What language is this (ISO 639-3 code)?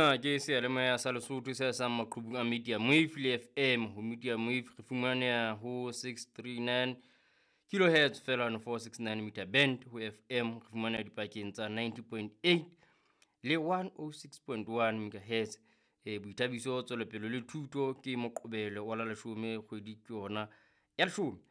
sot